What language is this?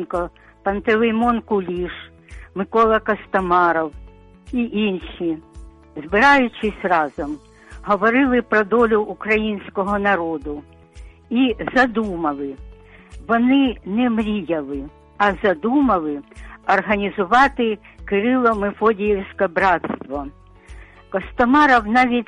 Ukrainian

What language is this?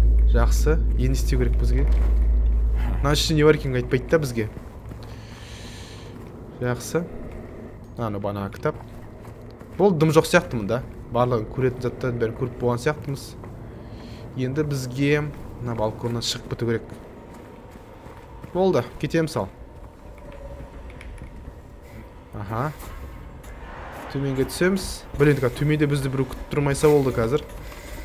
Kazakh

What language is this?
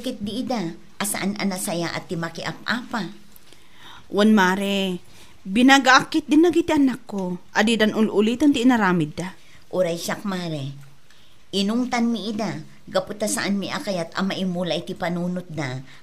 Iloko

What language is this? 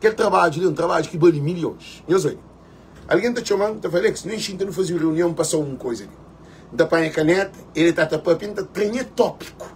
Kabuverdianu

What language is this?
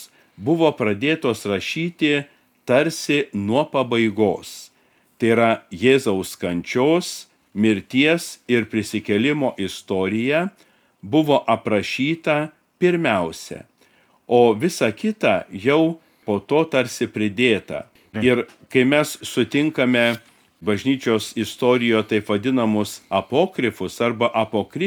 Lithuanian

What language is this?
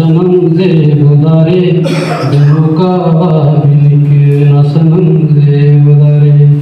Brahui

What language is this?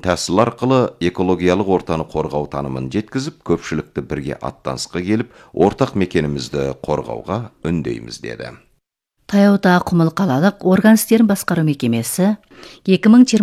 Kazakh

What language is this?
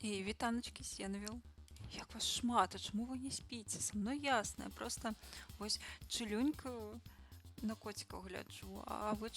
Belarusian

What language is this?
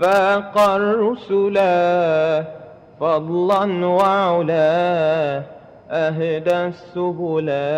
Madurese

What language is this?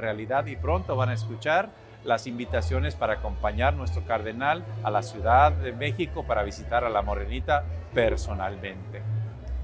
Spanish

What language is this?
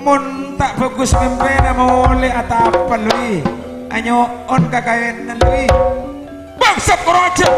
Madurese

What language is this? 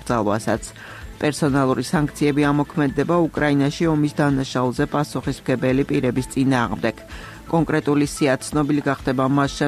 Georgian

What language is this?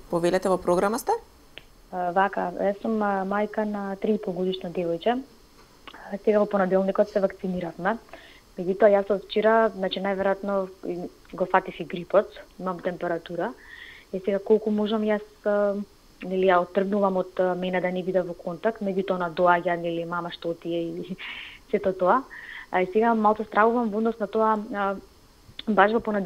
Macedonian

